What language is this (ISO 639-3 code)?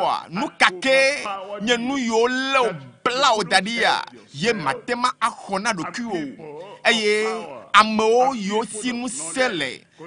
ewe